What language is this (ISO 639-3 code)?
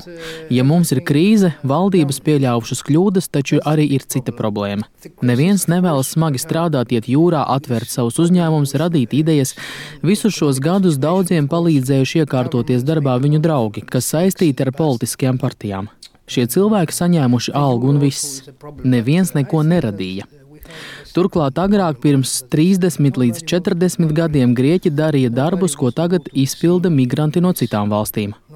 lav